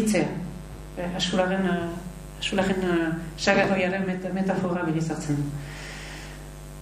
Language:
Basque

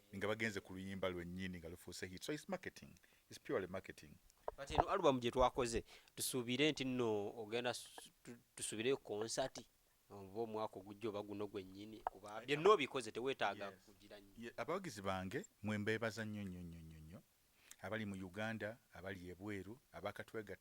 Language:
Ganda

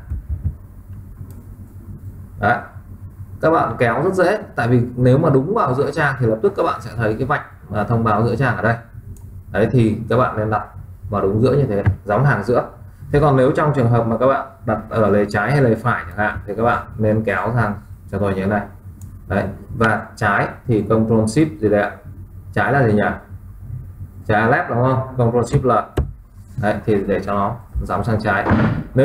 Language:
Vietnamese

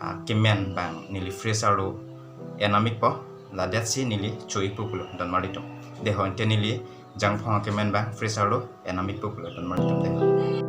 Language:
Karbi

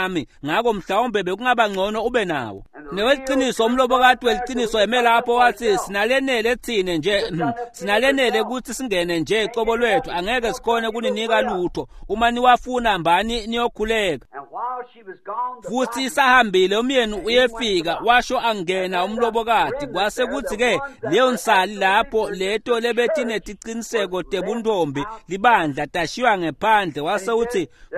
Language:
Swati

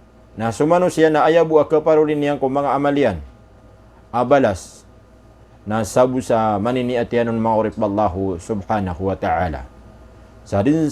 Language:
Maranao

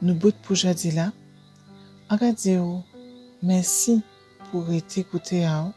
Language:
Guadeloupean Creole French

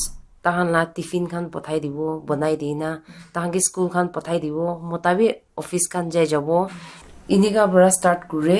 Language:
Naga Pidgin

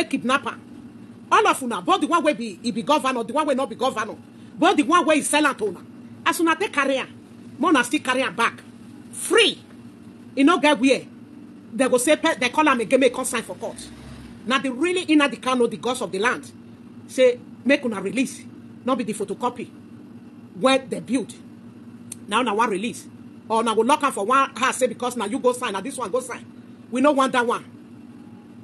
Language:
Nigerian Pidgin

